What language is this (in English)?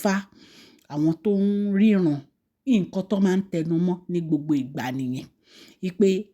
Yoruba